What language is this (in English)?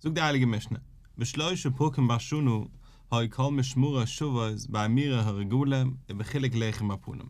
Yiddish